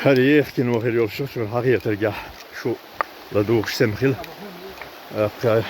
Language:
Chechen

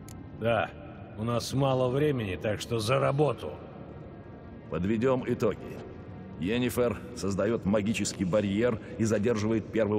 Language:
Russian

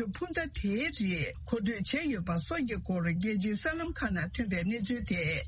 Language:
Tibetan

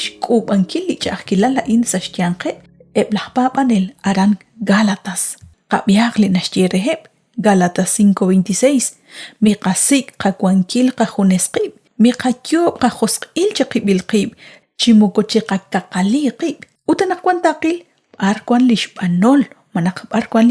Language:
Kekchí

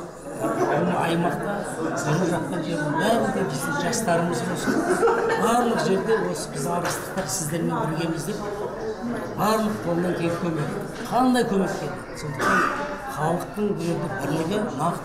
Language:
Kazakh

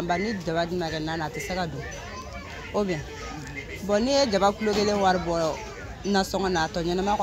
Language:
Bambara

